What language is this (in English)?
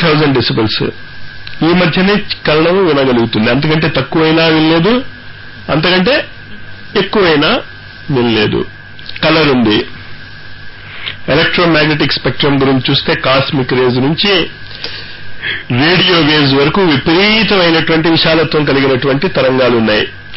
Telugu